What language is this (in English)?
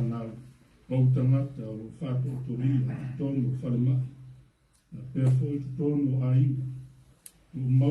Samoan